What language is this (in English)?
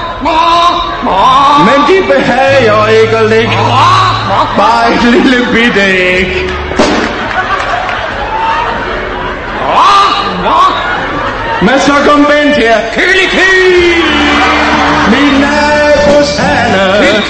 Danish